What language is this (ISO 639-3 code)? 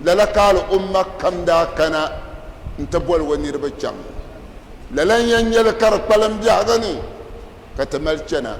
dag